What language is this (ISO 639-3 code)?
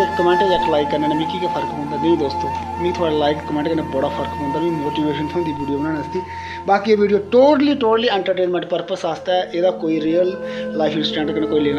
doi